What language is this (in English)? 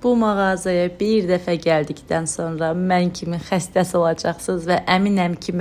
Azerbaijani